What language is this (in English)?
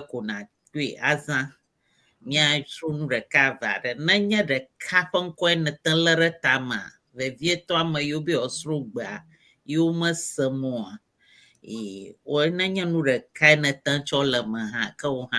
Ewe